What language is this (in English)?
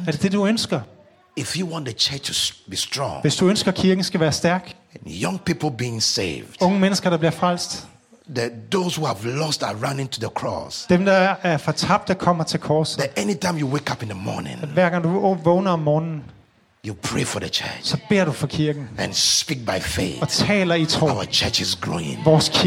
Danish